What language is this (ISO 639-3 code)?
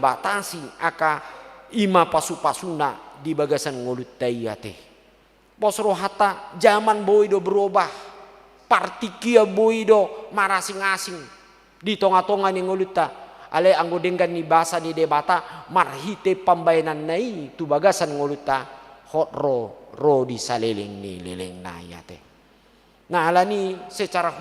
bbc